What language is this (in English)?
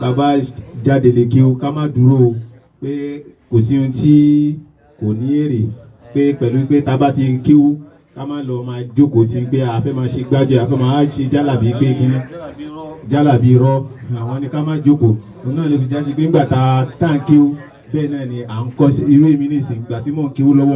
Yoruba